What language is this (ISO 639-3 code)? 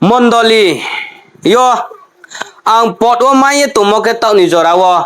ria